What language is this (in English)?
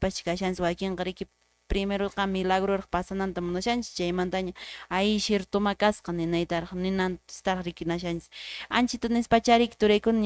Quechua